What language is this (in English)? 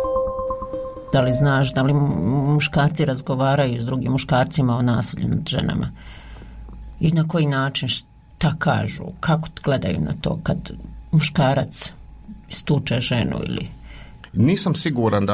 Bosnian